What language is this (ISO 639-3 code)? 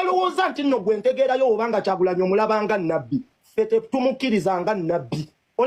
lug